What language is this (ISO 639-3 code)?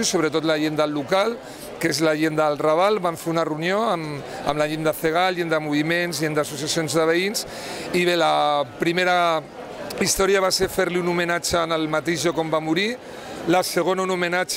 cat